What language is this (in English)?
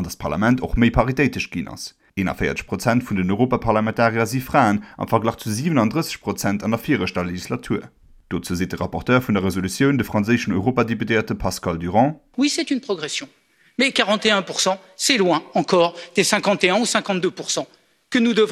Luxembourgish